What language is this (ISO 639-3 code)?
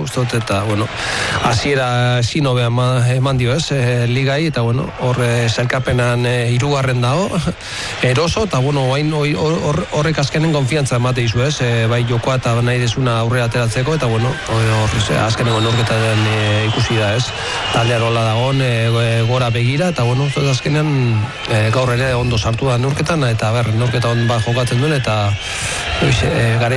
eus